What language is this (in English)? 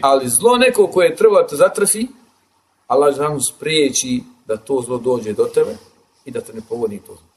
Bosnian